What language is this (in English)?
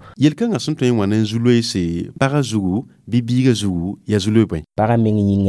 Mossi